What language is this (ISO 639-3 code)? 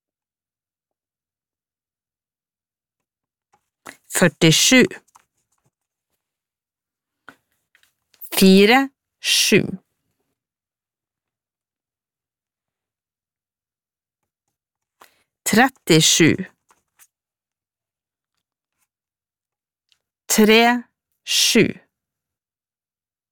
nor